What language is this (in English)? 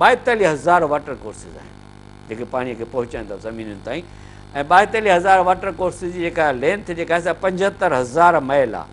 Sindhi